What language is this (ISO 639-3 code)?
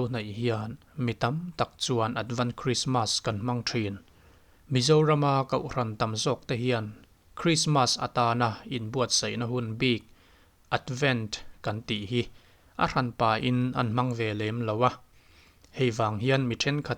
lus